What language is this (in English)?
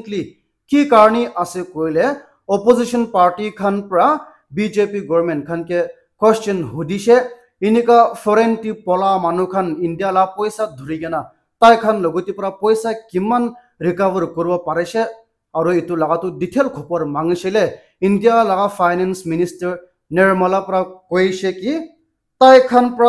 Naga Pidgin